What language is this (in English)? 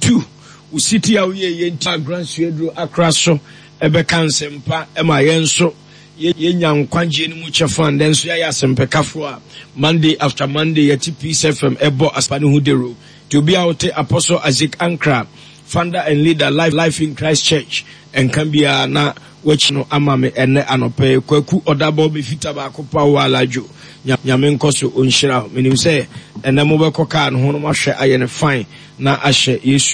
Akan